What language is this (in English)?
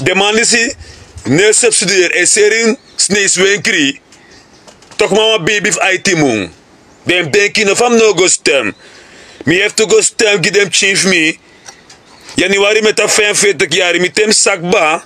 Sranan Tongo